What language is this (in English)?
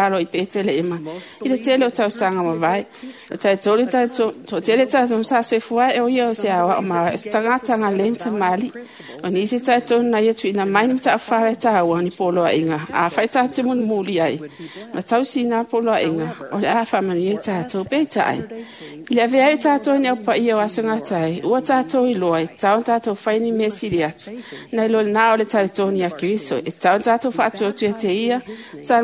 Samoan